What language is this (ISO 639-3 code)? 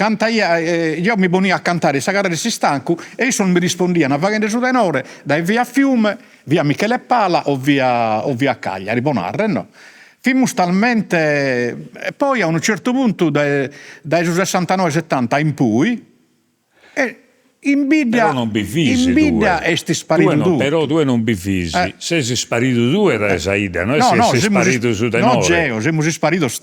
srd